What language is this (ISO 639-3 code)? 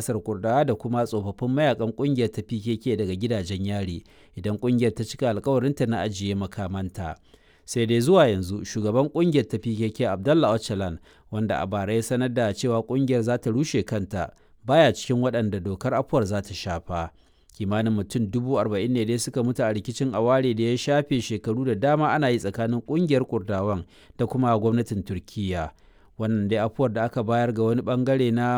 hau